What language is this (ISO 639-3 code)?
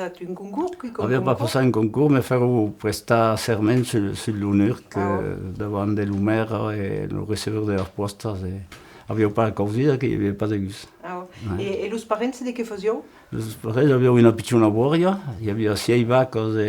oci